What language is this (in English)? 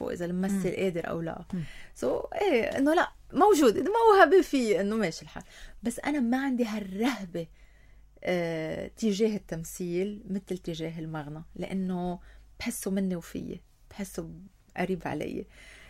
North Levantine Arabic